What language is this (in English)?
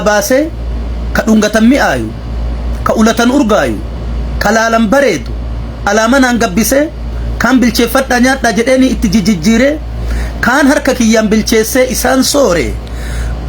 Oromo